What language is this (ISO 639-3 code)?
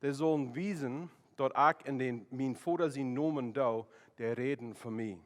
pdt